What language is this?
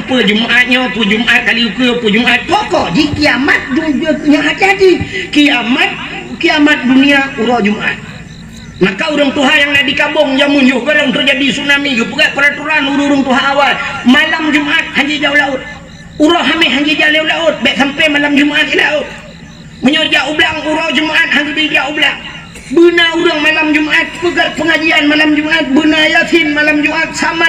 Achinese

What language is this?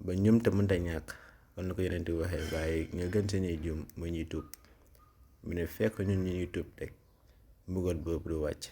Wolof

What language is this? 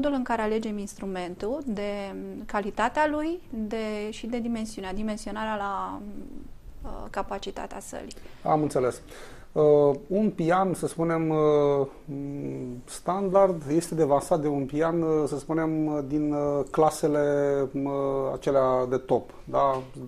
Romanian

